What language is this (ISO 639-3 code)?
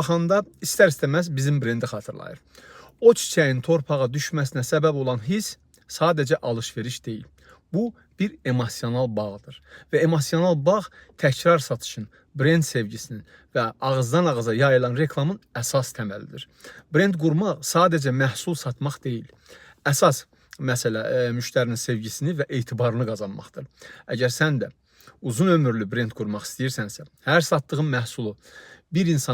aze